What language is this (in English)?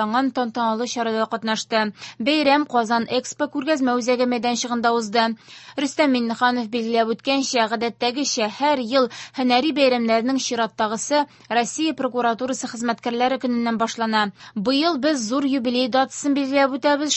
Tatar